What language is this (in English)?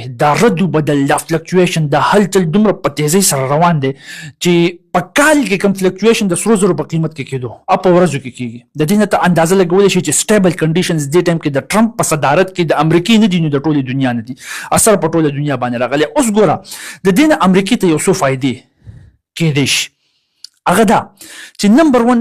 Pashto